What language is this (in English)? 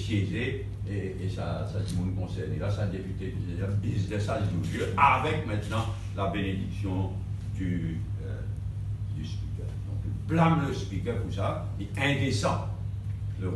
Morisyen